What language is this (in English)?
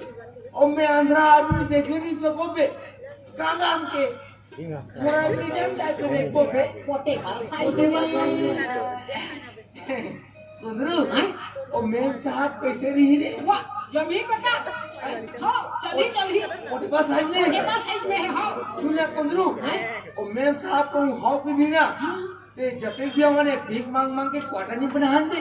Chhattisgarhi